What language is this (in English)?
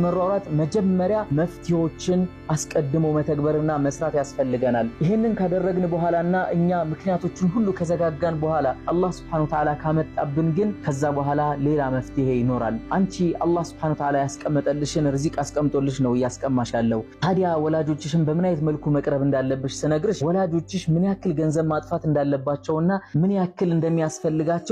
Amharic